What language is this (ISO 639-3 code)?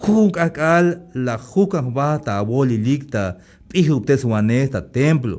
tzh